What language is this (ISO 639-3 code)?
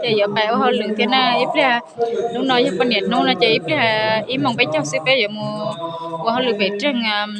hmn